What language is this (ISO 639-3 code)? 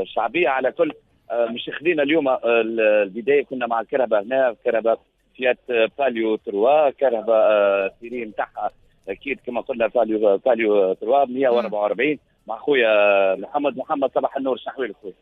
aeb